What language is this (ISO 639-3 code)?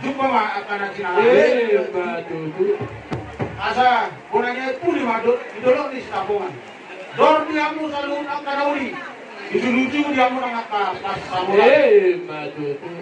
bbc